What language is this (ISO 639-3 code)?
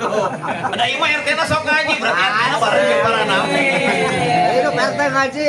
sun